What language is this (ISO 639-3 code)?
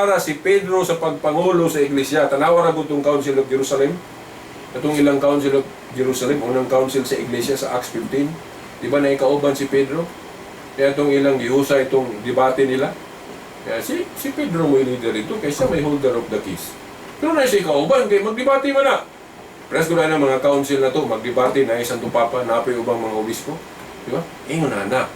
ceb